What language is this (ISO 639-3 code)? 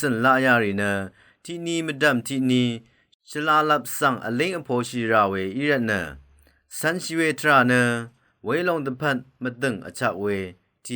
raw